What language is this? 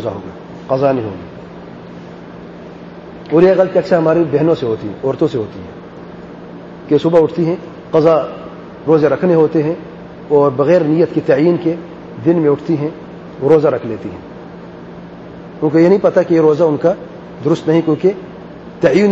Urdu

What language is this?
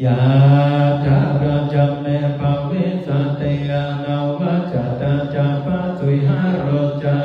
Pali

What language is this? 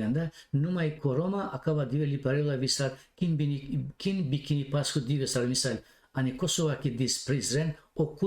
Balkan Romani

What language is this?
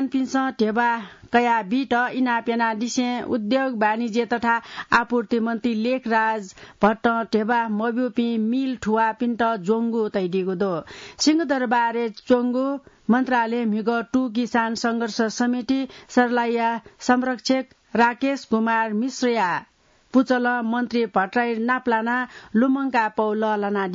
Newari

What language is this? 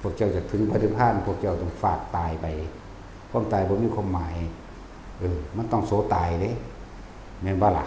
Lao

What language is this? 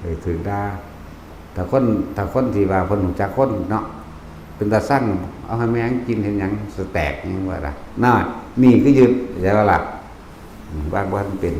Northeastern Thai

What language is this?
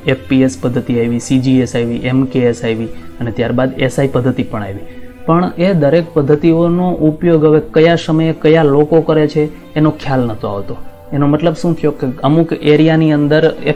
Gujarati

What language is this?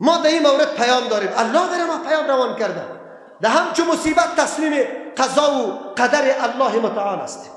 Persian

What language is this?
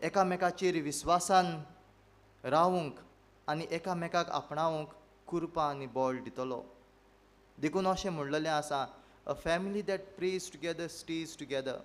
Konkani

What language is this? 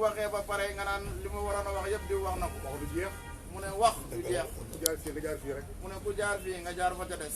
Wolof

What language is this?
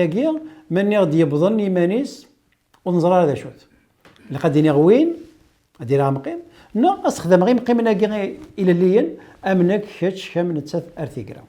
Kabyle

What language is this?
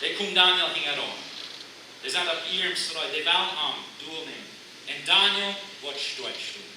Plautdietsch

